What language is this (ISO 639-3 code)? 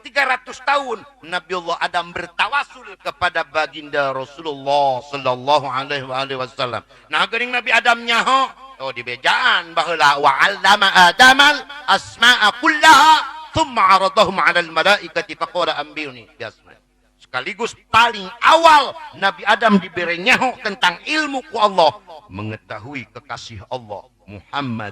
sun